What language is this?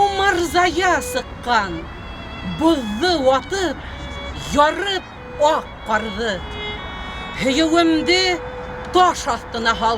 Bashkir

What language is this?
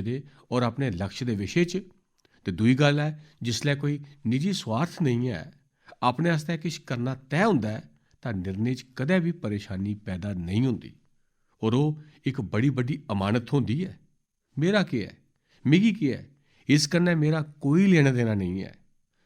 Dogri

